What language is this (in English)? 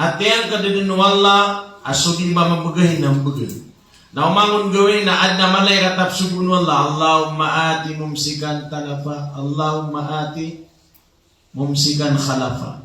Maranao